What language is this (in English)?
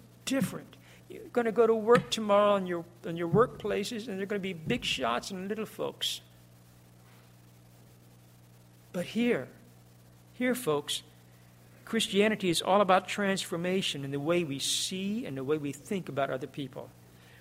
English